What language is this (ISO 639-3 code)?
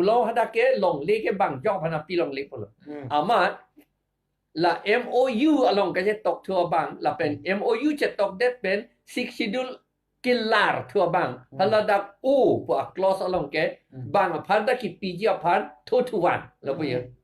mjw